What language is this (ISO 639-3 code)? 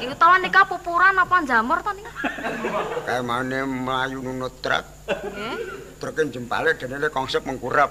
jav